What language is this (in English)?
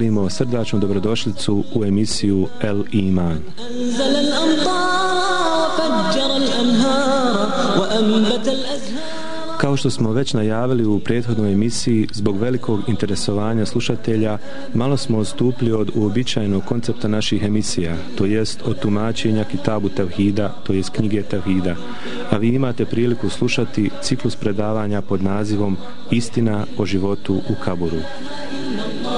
Bosnian